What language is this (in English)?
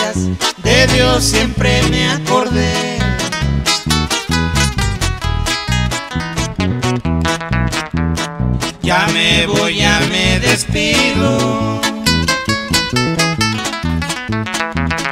Spanish